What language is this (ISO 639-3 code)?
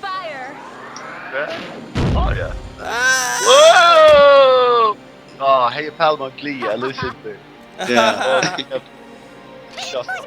fao